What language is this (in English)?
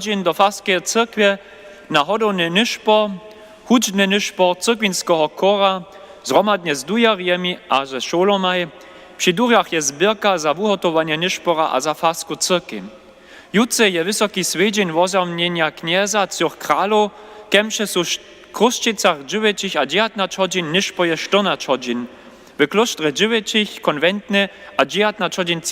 Upper Sorbian